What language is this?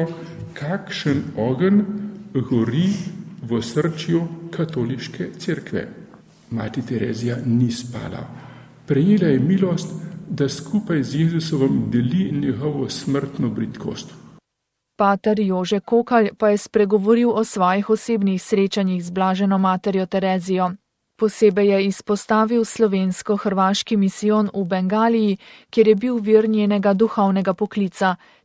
Slovenian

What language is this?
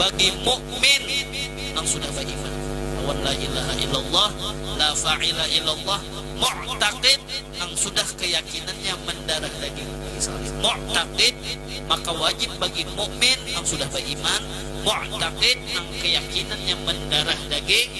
Banjar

